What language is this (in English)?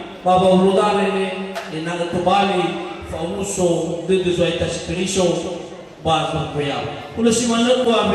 Nias